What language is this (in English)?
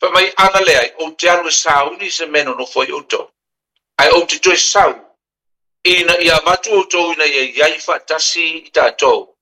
Samoan